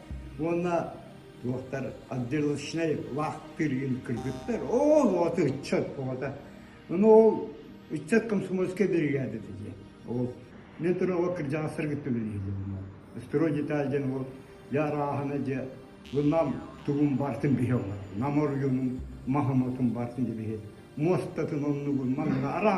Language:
Yakut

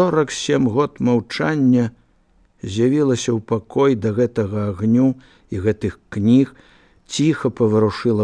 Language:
Belarusian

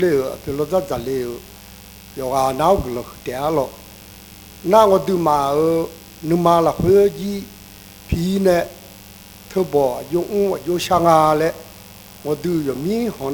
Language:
Akha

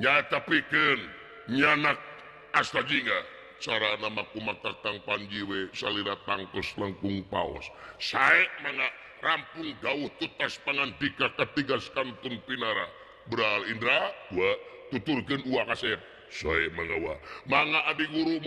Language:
Sundanese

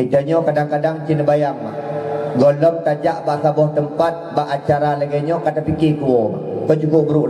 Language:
Achinese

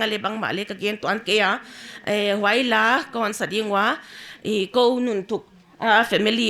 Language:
Paite Chin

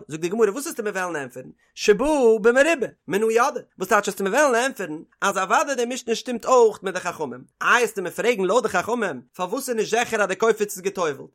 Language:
Yiddish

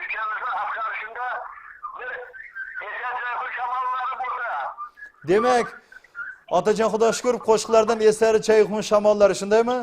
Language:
Kara-Kalpak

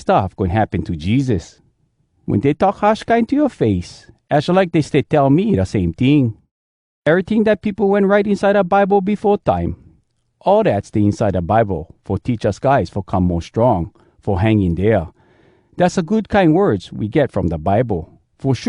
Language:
Hawai'i Creole English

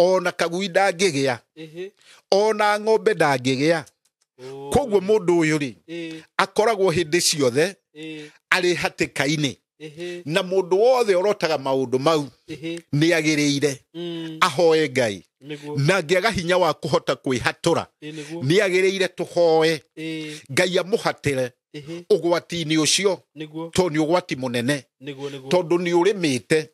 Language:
Kikuyu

